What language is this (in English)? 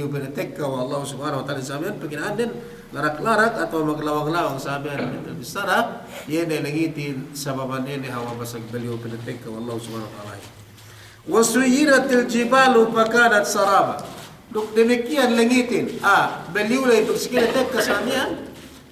Yakan